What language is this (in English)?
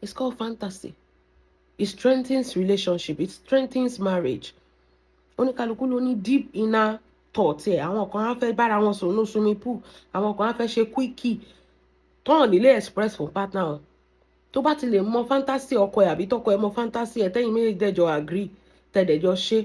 Yoruba